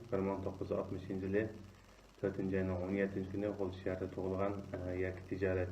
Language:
Uyghur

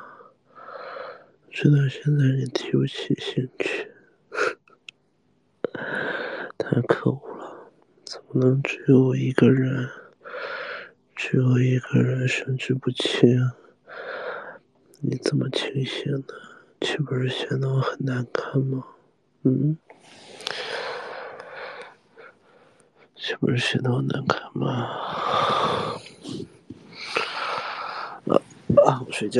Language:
Chinese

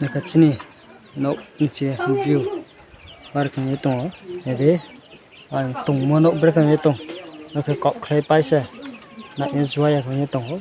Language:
Riang (India)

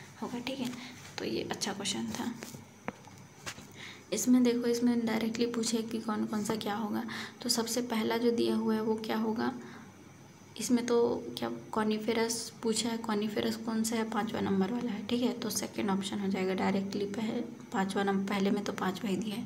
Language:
Hindi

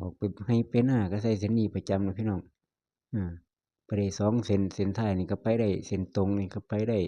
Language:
Lao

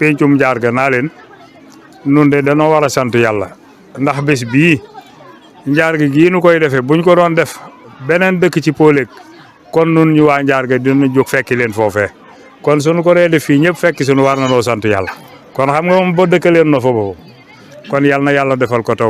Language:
Wolof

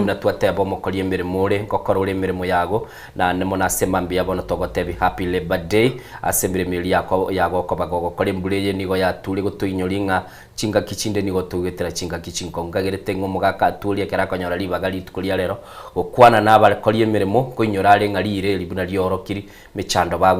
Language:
Gusii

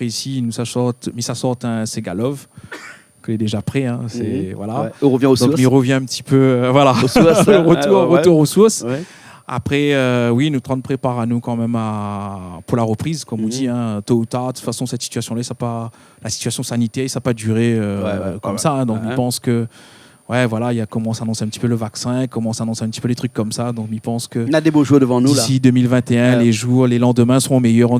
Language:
Réunion Creole French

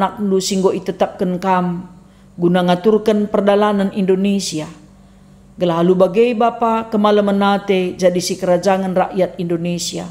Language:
Batak Karo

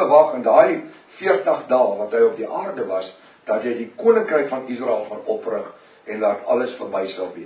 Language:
Afrikaans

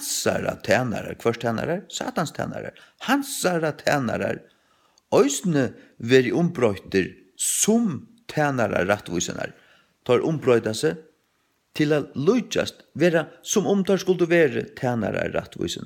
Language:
Faroese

